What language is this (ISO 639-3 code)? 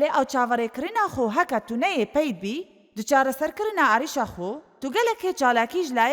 kur